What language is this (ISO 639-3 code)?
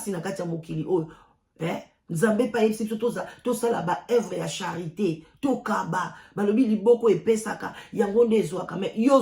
lin